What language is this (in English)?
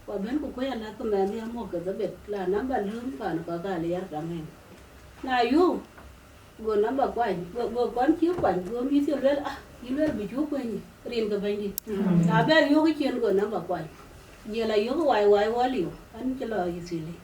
Dinka